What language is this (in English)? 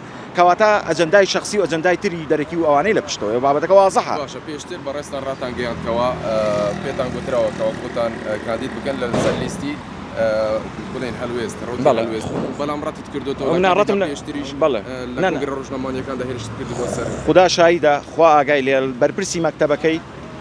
Central Kurdish